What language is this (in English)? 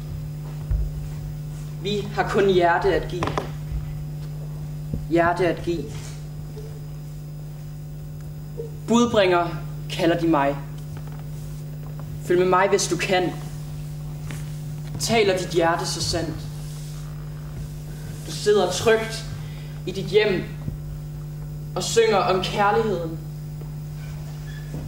Danish